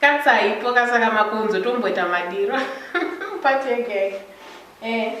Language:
Shona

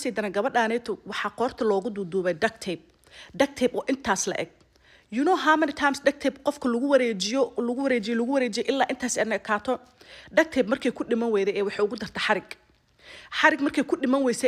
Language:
Somali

